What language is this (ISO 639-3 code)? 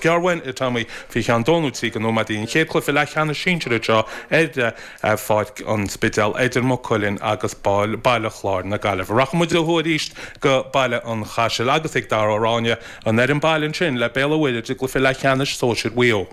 gle